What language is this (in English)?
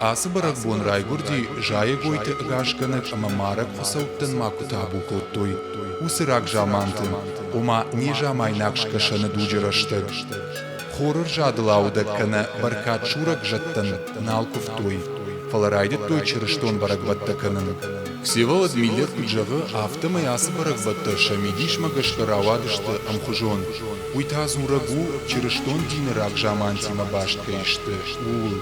Ossetic